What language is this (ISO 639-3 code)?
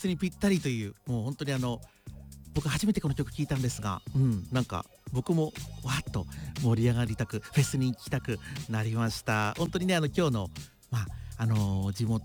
jpn